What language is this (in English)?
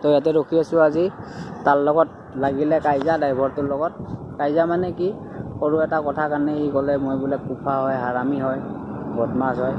Assamese